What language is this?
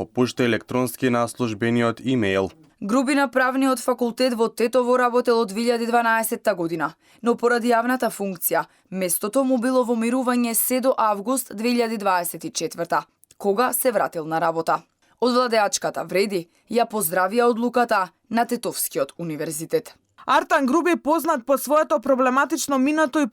Macedonian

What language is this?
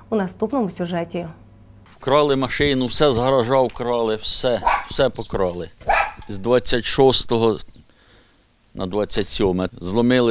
Ukrainian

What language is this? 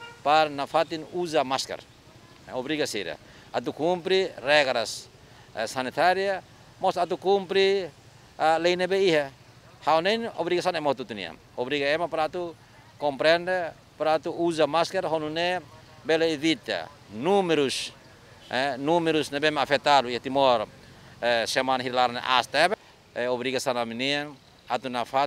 Tetum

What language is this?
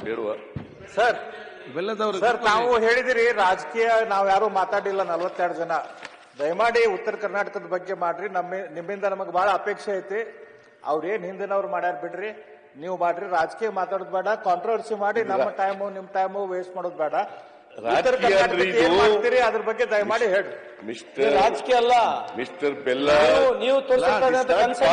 Kannada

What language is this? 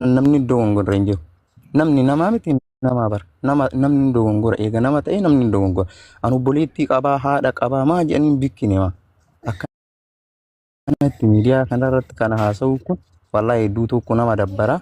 Oromo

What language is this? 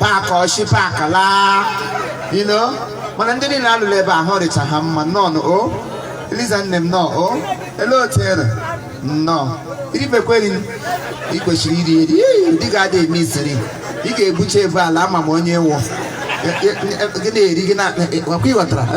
Igbo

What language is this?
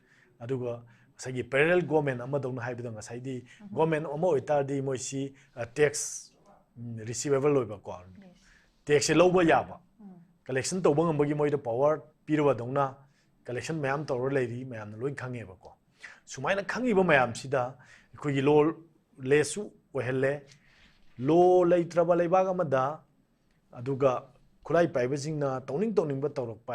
Manipuri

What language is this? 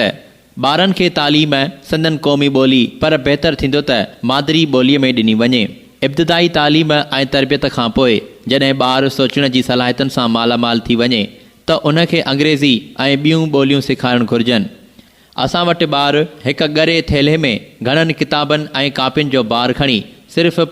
Sindhi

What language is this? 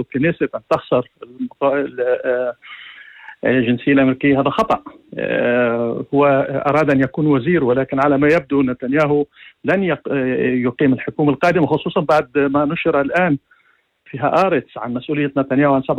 North Levantine Arabic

